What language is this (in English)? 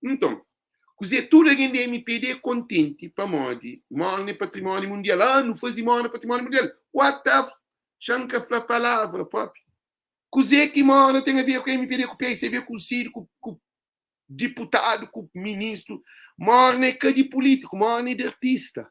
Kabuverdianu